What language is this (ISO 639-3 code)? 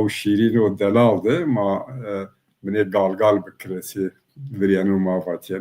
zza